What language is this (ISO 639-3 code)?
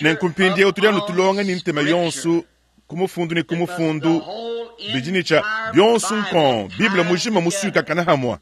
lua